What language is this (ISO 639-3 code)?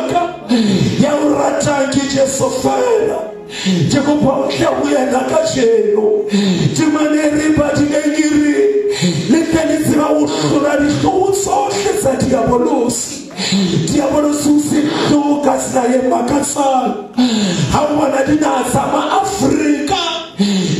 sot